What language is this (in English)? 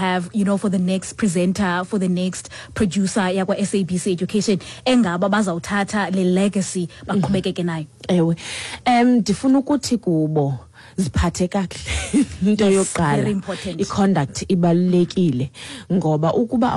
Xhosa